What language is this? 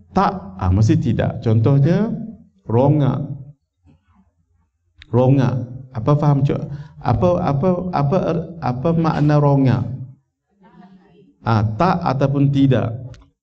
Malay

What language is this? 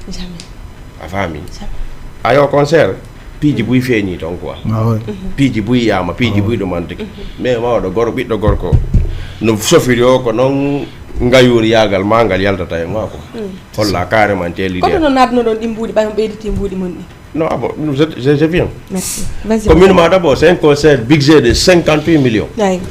Fula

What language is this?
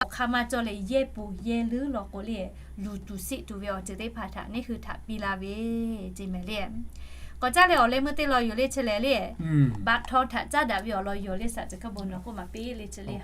Lahu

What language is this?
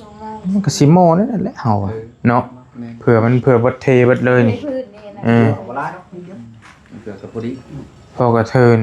Northeastern Thai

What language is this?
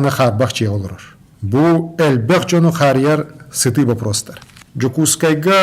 Yakut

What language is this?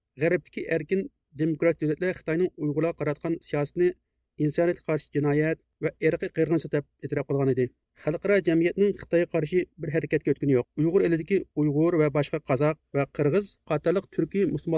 Uyghur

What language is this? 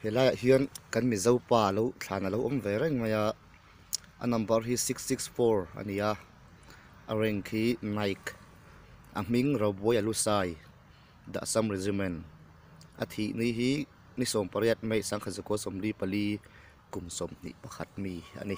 Mizo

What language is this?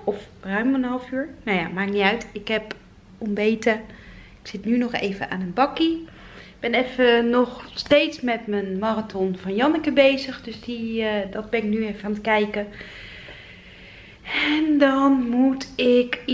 Dutch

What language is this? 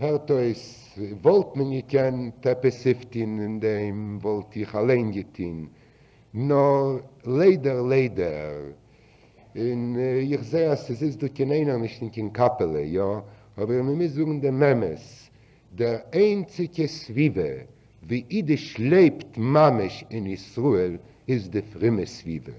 Yiddish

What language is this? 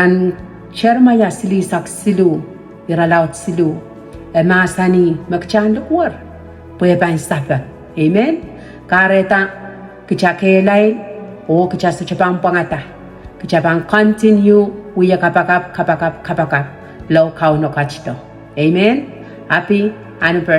Pohnpeian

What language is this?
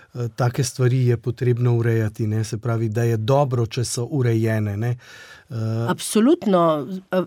Slovenian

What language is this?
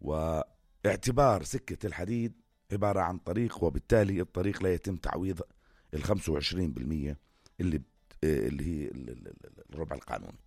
North Levantine Arabic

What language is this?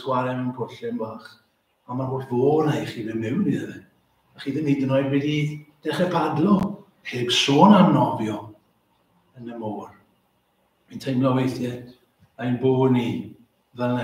Welsh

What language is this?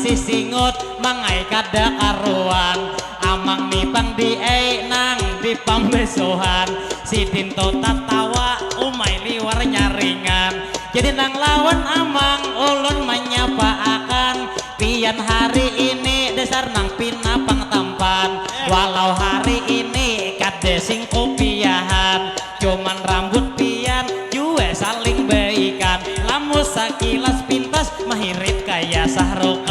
Banjar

